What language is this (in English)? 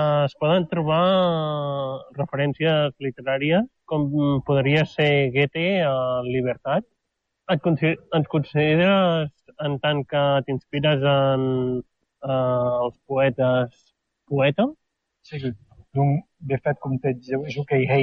Catalan